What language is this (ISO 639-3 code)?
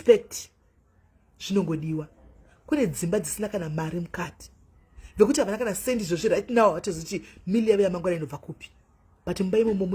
sna